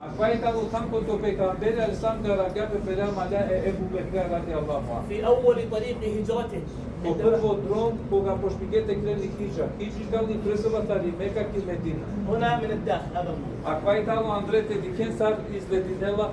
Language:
Balkan Romani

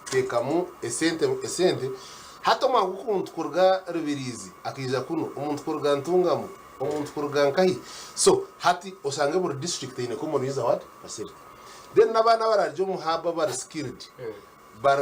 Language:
Nyankole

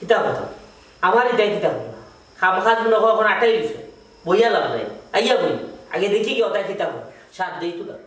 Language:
Sylheti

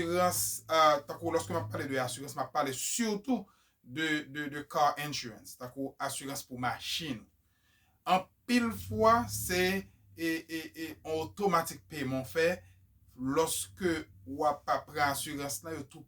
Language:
Haitian Creole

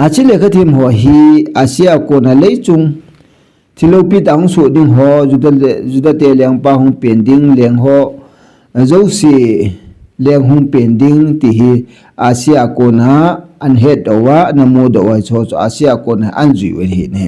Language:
Thado Chin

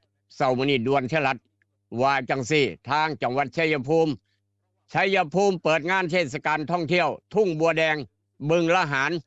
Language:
Northeastern Thai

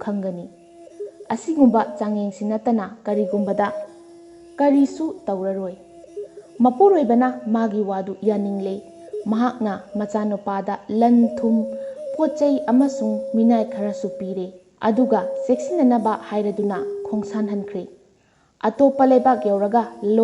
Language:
Manipuri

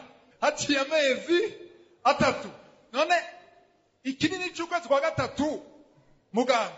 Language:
Rundi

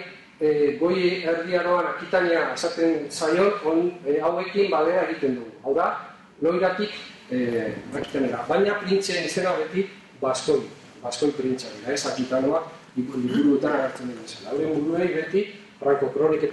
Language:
Basque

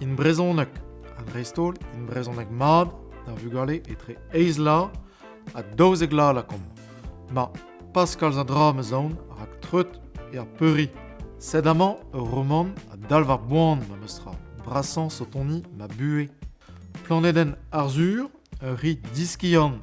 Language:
Breton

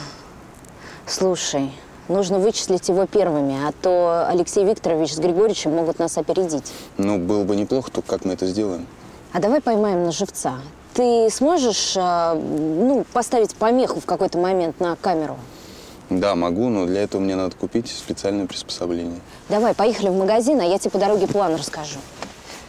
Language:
Russian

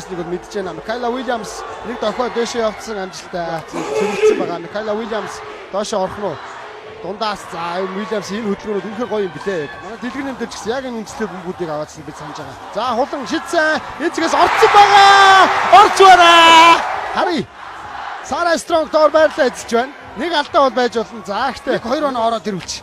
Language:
Mongolian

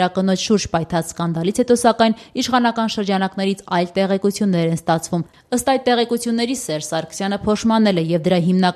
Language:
Armenian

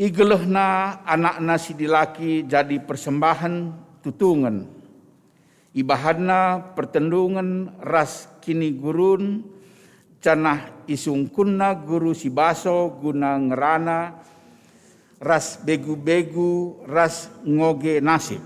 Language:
Batak Karo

